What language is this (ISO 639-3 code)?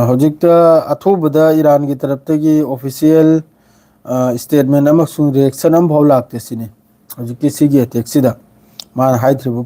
mni